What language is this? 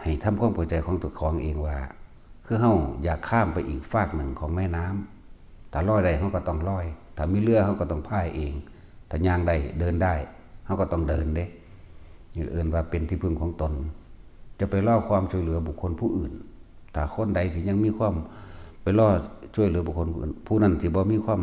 Northeastern Thai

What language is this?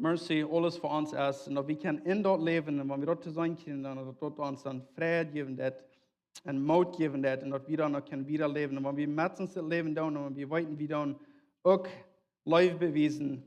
Plautdietsch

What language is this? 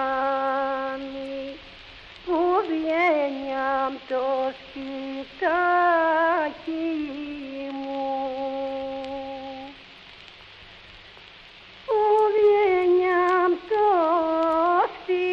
Greek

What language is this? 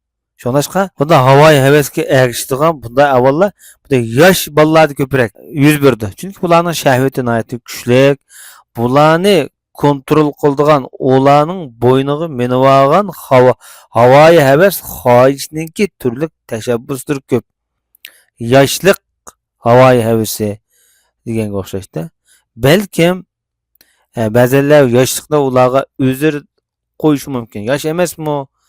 Uyghur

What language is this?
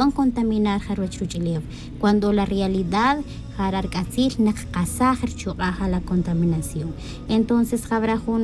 Tz'utujil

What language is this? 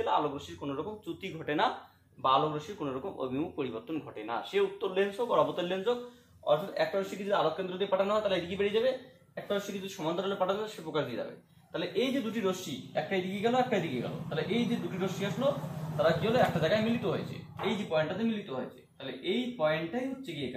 Bangla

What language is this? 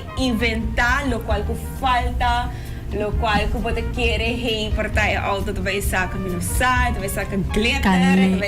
Papiamento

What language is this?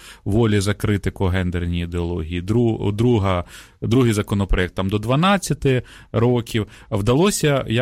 Ukrainian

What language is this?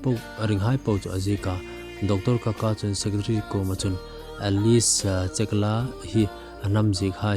Hmar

